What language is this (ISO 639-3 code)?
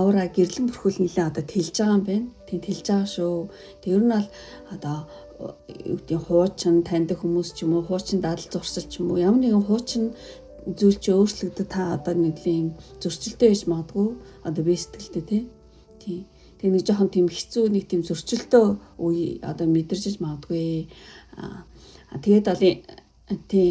mon